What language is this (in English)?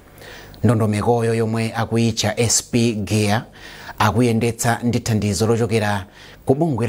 Nyanja